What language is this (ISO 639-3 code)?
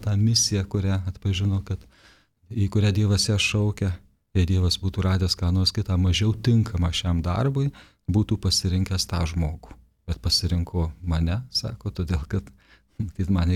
lit